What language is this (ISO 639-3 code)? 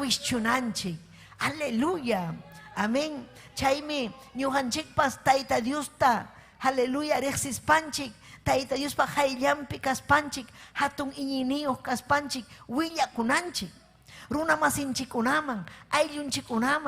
quy